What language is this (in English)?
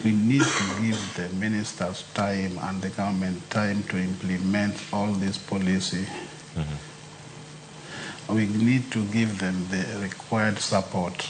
Luo (Kenya and Tanzania)